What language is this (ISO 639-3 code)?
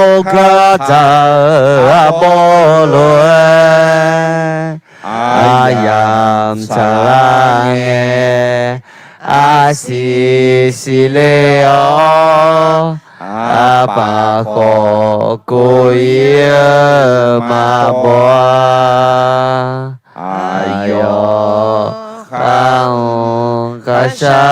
ahk